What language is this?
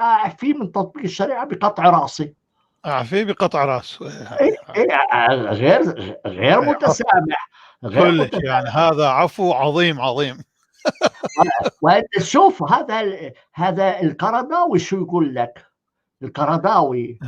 North Levantine Arabic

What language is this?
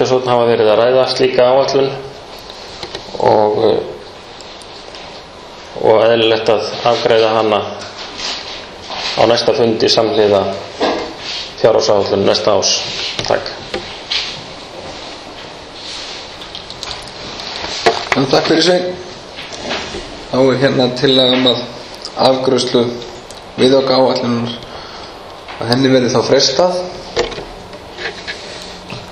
Icelandic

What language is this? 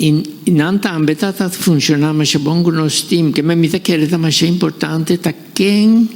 Papiamento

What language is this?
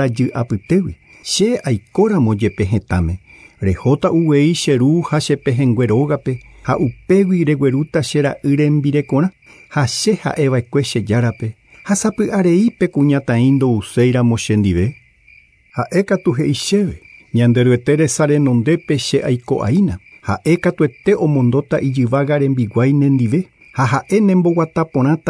Guarani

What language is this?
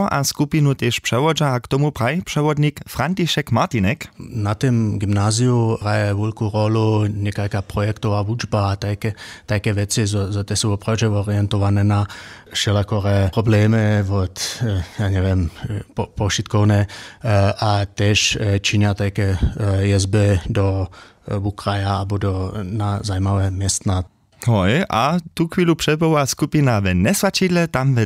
Upper Sorbian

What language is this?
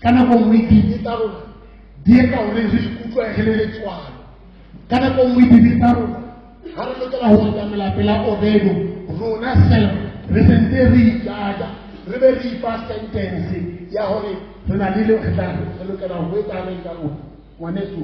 Southern Sotho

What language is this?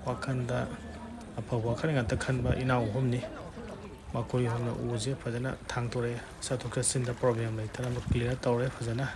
Manipuri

